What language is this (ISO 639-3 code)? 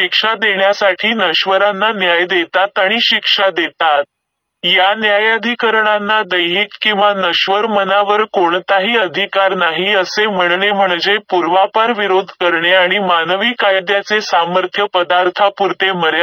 mar